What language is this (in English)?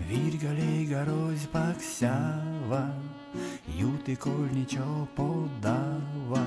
Erzya